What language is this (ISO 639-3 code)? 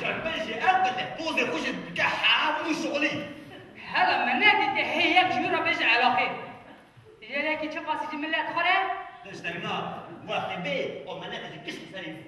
kur